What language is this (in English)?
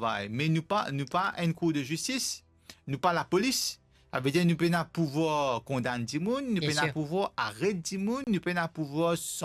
Morisyen